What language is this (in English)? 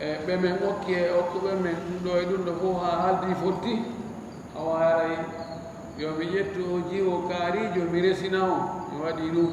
Fula